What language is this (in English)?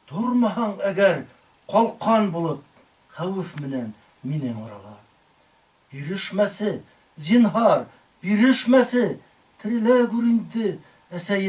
Bashkir